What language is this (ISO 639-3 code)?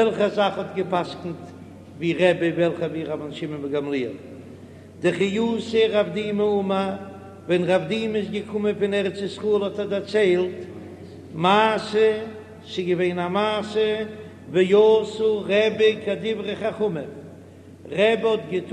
yid